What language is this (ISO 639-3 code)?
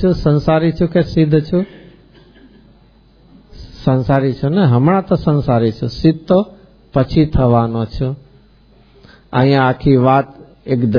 guj